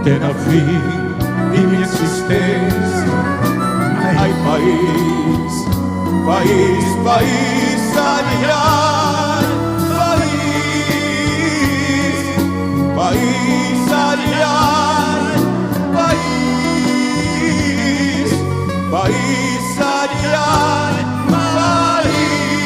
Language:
Papiamento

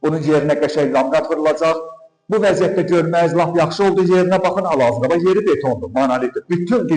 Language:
Azerbaijani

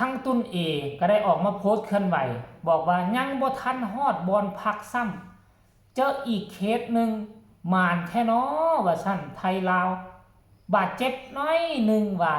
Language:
Northeastern Thai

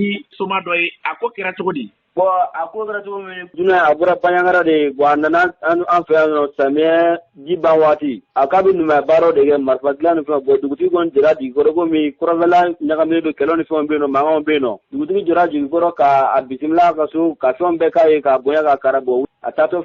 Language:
Bambara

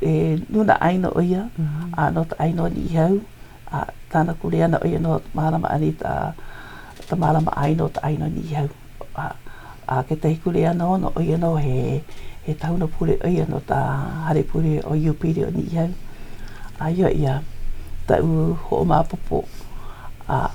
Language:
Hawaiian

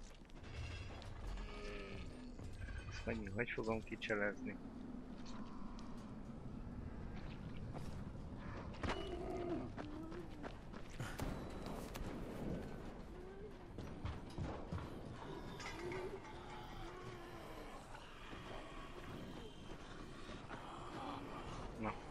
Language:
Hungarian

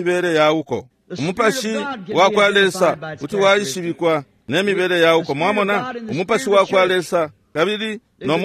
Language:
Bemba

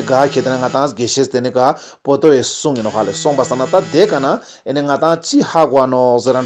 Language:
Ladakhi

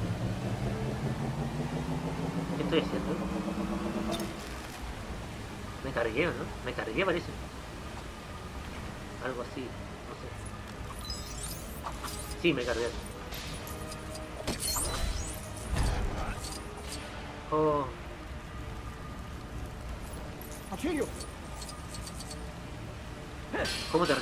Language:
Spanish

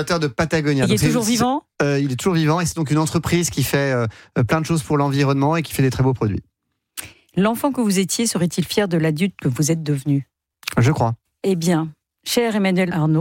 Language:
French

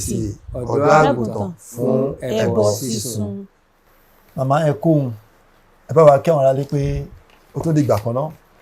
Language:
Yoruba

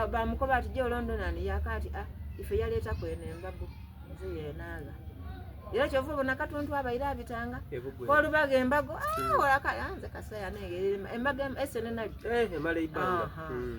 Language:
Soga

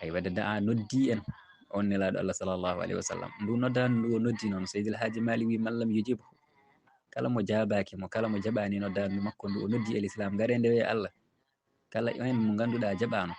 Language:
Fula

